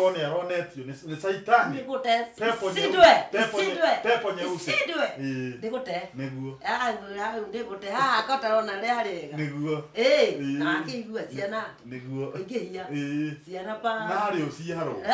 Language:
Kikuyu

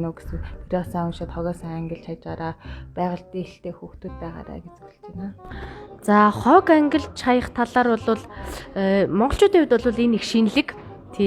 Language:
Mongolian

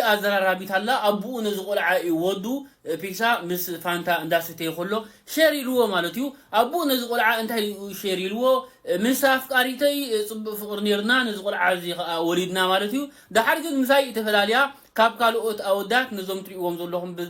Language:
Tigrinya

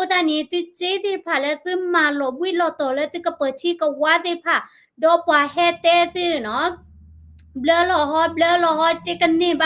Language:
S'gaw Karen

